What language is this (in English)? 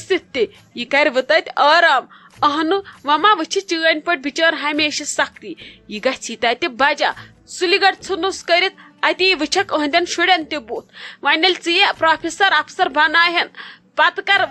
Kashmiri